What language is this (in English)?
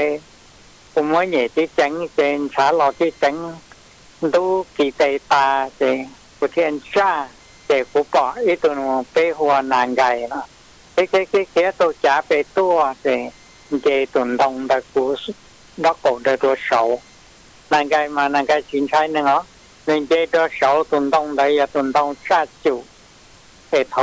Hmong